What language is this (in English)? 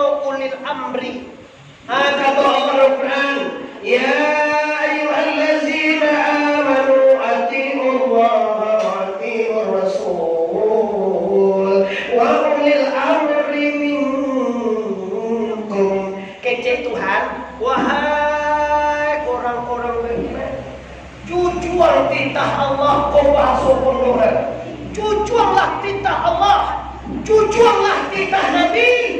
Minangkabau